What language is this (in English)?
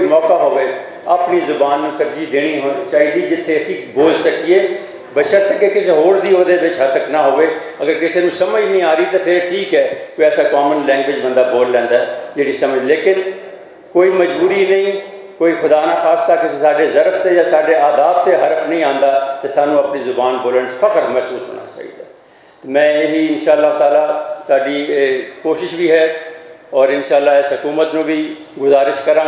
Western Panjabi